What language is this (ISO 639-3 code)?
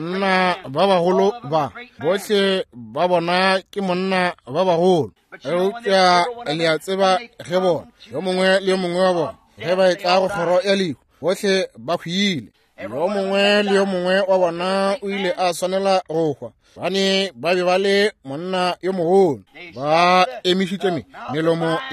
nso